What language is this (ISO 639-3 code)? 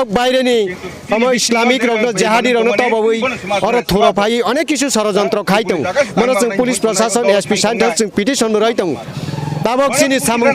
trp